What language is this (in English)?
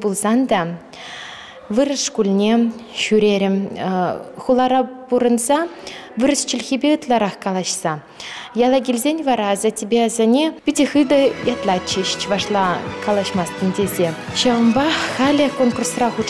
Chuvash